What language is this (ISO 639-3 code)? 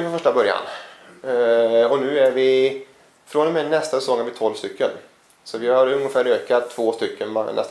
swe